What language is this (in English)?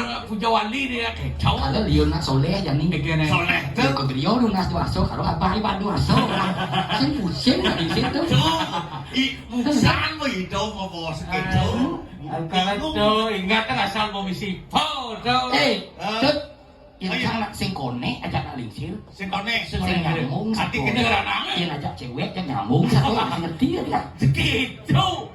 Balinese